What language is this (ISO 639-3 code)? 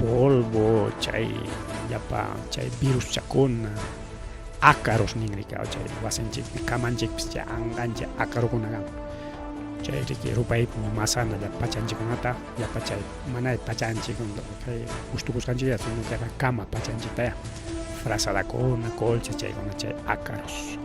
quy